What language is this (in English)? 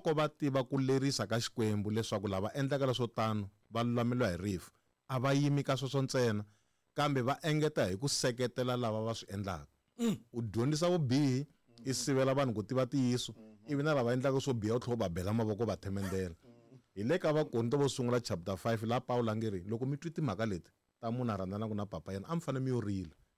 Tsonga